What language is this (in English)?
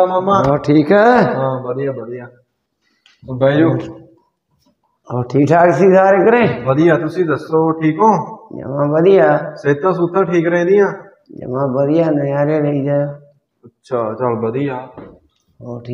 Punjabi